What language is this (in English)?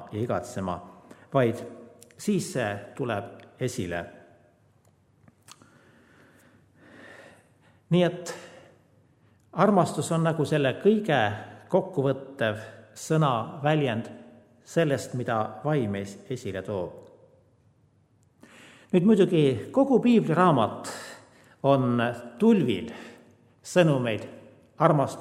Estonian